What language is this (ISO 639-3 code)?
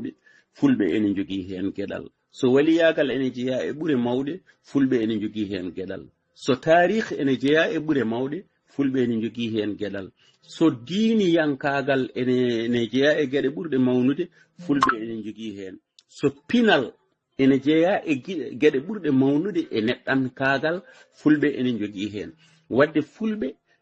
ful